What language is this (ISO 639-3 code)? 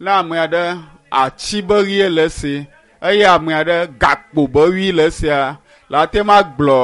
ewe